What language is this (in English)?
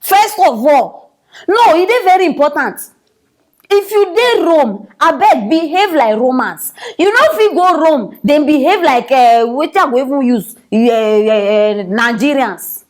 Nigerian Pidgin